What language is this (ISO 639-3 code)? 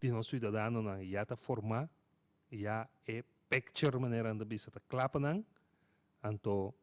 pap